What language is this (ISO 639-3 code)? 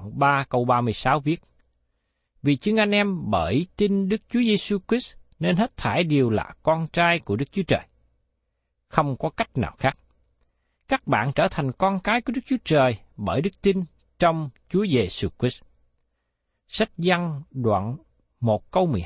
vie